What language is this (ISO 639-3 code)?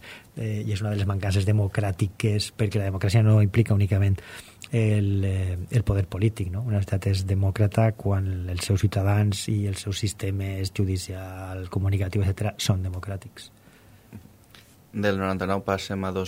cat